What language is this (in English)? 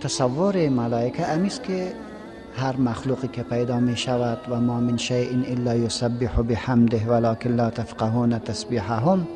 Persian